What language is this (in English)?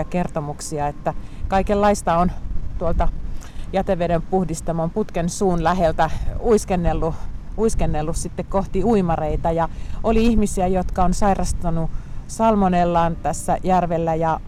Finnish